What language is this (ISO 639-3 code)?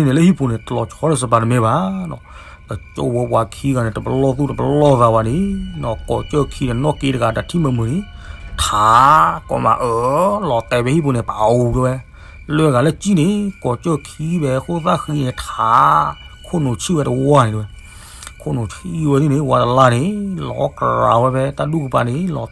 ksw